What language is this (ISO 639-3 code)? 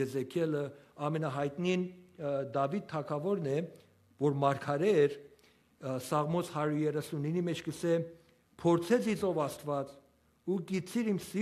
hyw